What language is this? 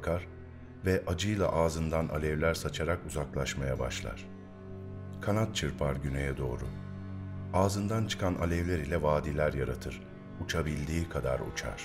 Turkish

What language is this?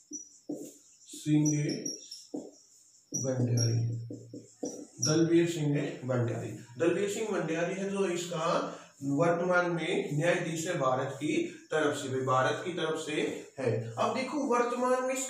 Hindi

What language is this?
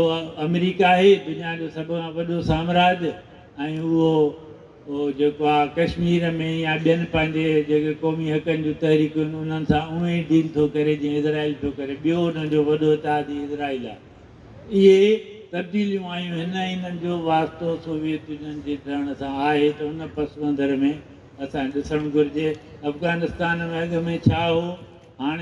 Sindhi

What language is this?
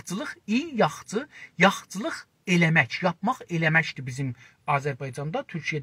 South Azerbaijani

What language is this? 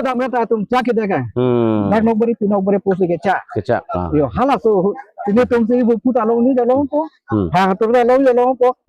Karbi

